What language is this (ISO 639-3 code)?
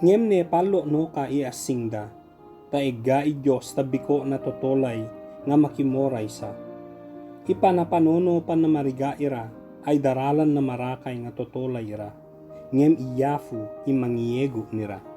ibg